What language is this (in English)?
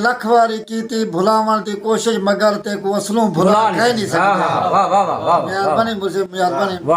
Saraiki